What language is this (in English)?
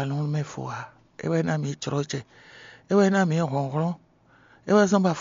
Fon